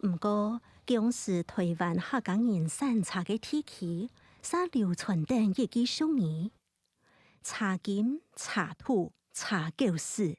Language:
Hakka Chinese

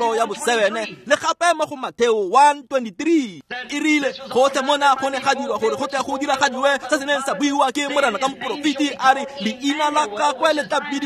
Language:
Tswana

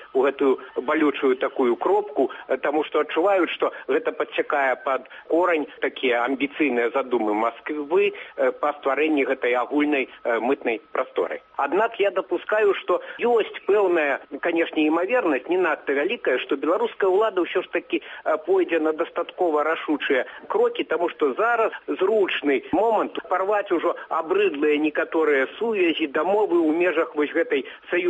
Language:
Belarusian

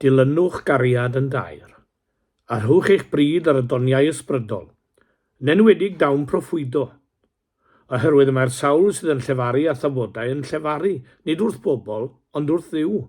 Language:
Welsh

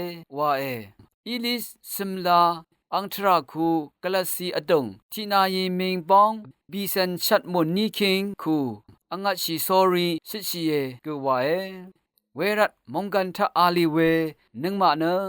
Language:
Rawang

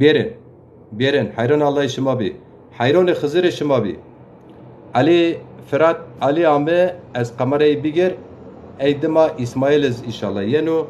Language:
Zaza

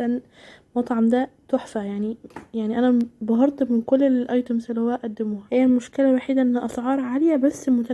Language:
Egyptian Arabic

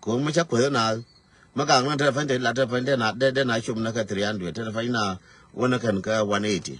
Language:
Nuer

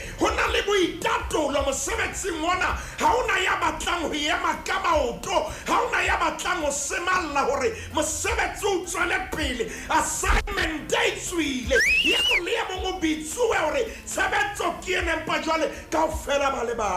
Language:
Southern Sotho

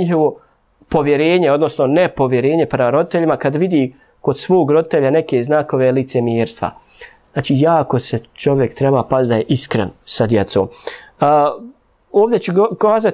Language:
Bosnian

